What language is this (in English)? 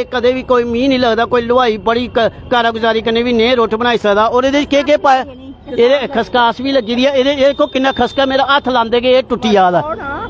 Dogri